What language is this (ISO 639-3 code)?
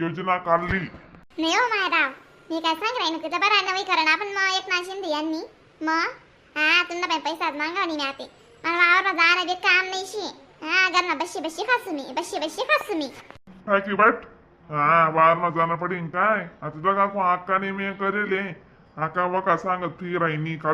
khn